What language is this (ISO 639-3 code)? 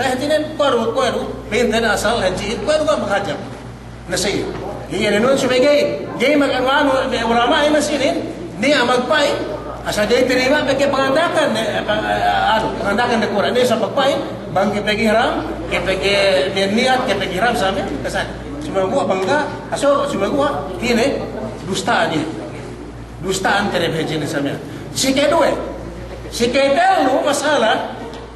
yka